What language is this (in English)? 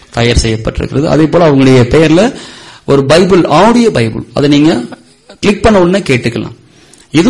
Tamil